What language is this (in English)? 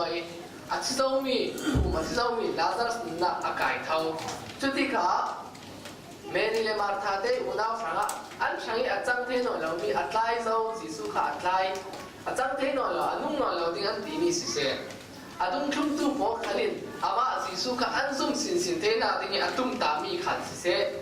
Falam Chin